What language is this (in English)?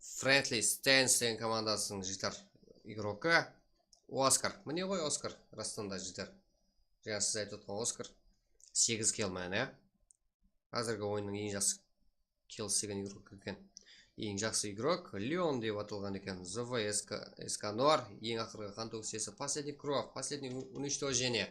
Kara-Kalpak